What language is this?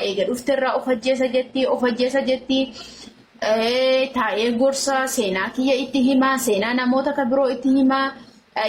Oromo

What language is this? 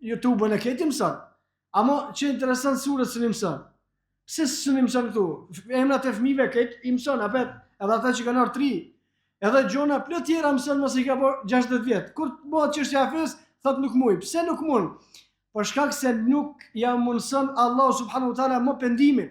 Albanian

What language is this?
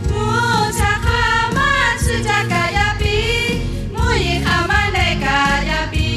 Lahu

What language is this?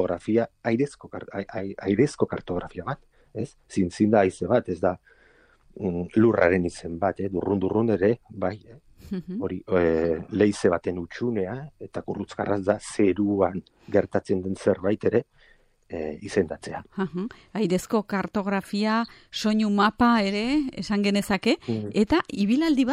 Basque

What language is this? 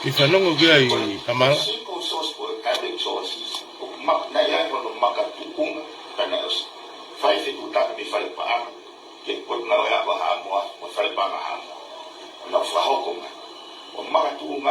Tongan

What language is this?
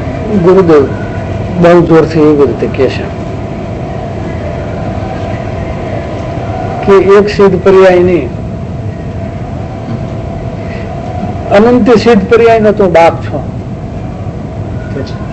Gujarati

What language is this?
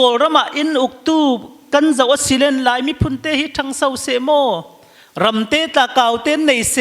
Falam Chin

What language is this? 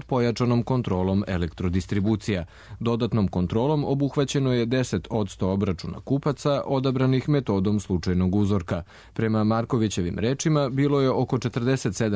Serbian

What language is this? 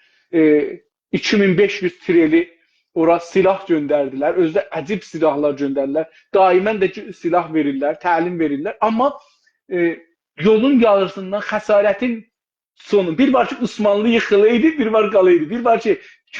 South Azerbaijani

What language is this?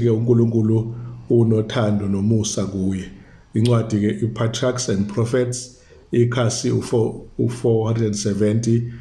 Zulu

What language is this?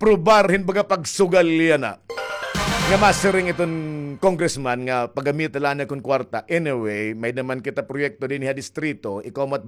Waray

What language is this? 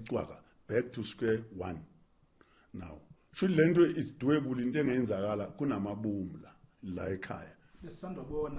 Zulu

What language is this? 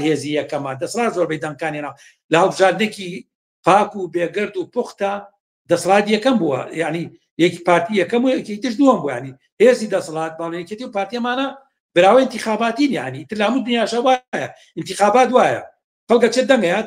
Central Kurdish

